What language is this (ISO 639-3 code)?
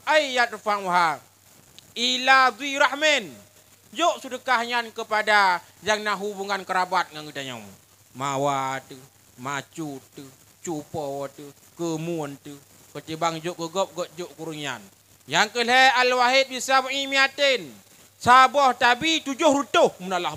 ace